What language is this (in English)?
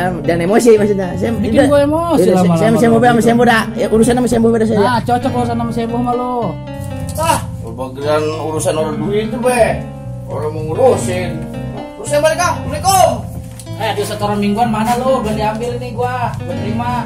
Betawi